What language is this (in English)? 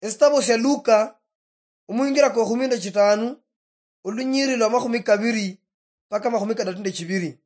Luyia